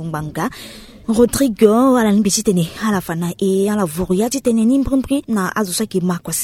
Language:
Sango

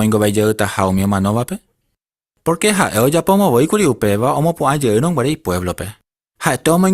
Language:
Guarani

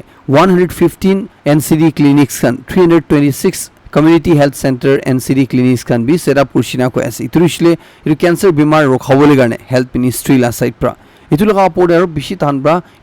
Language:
Naga Pidgin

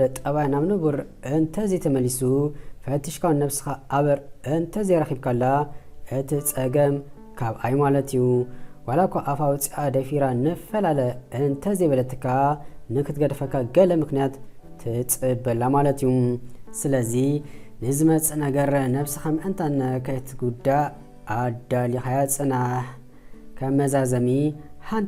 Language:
Tigrinya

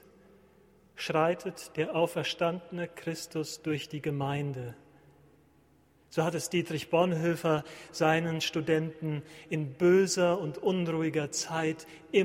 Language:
German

